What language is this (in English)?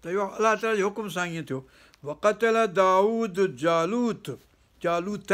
Sindhi